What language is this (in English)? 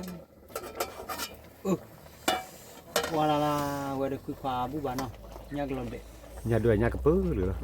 S'gaw Karen